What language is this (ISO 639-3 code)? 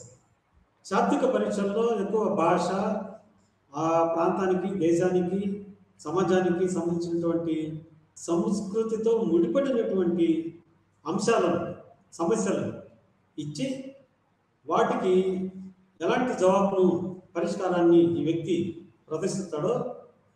tel